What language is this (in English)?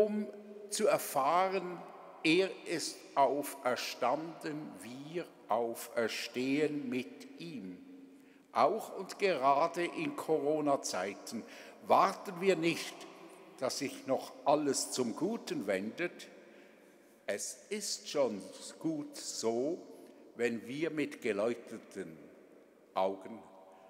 German